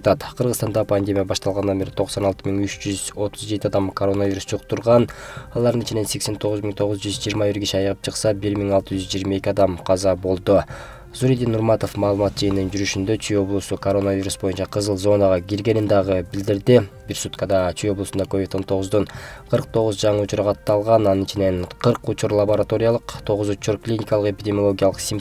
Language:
Kyrgyz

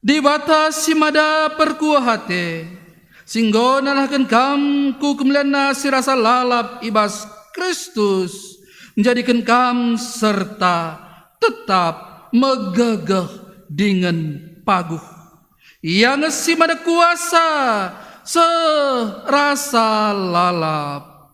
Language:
Batak Karo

